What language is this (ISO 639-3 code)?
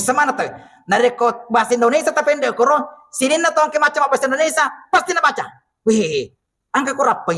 bug